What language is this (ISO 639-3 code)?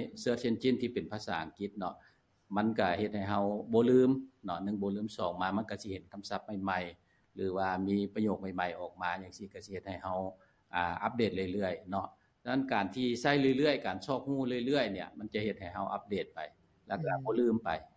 lao